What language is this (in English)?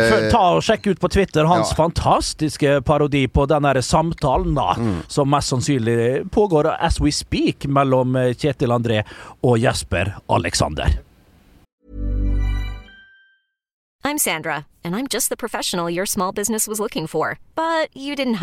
Norwegian